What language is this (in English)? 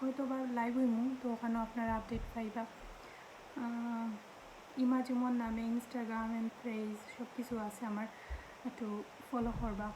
Sylheti